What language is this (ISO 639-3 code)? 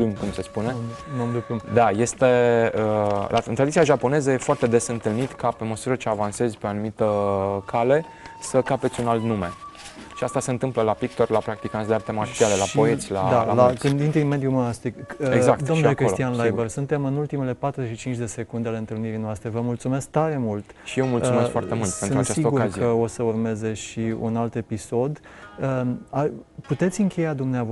ron